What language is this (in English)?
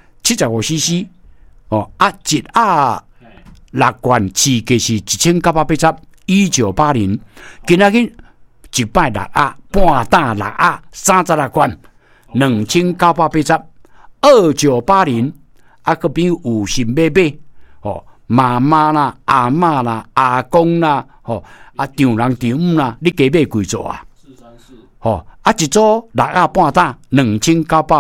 Min Nan Chinese